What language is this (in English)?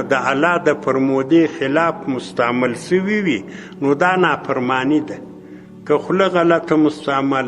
Pashto